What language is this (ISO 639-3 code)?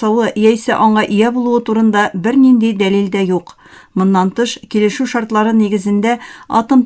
tat